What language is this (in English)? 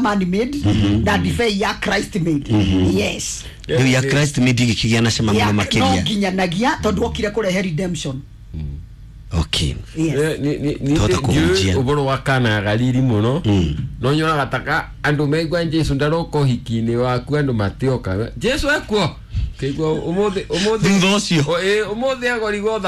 Kikuyu